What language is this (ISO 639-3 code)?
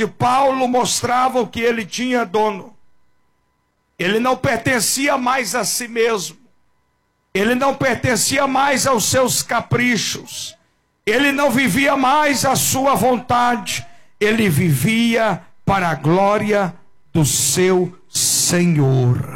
por